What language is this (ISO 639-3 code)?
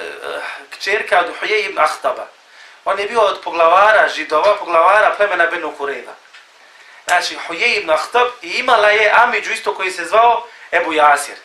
bos